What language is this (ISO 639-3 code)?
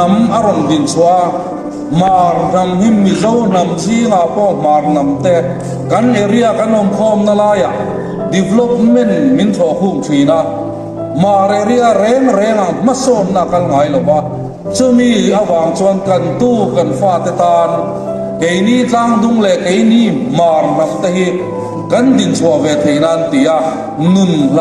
hmr